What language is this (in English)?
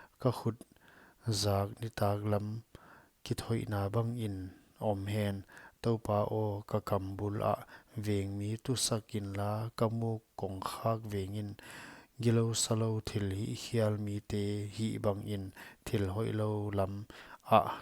Paite Chin